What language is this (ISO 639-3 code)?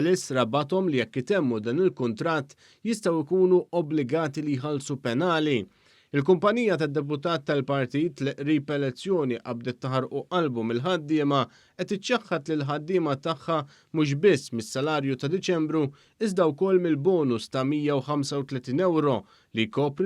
mlt